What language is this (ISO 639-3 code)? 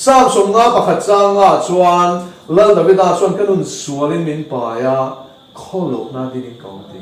lus